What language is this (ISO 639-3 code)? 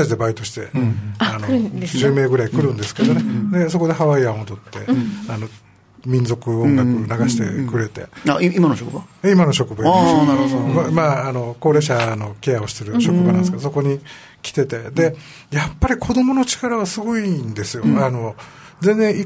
jpn